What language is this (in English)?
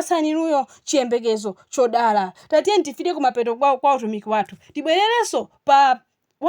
Nyanja